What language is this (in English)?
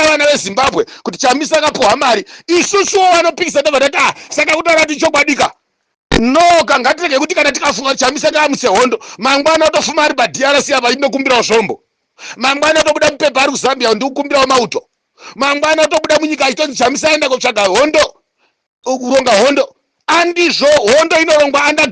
Shona